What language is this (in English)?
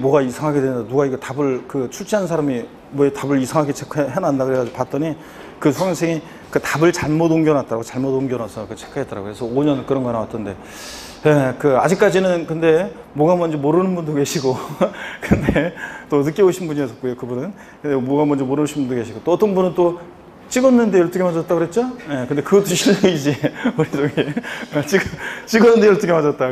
Korean